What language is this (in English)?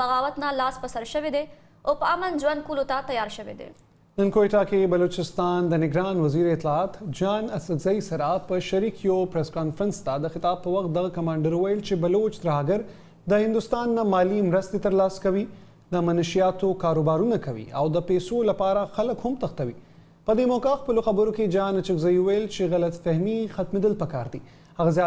Pashto